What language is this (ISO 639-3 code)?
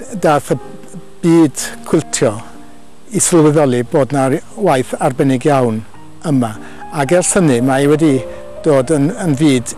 cym